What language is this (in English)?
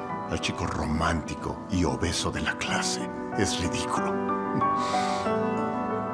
Spanish